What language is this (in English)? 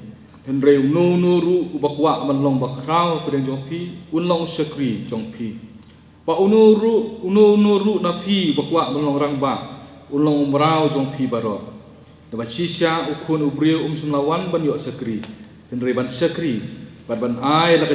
Khasi